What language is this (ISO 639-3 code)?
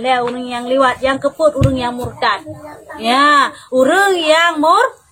ace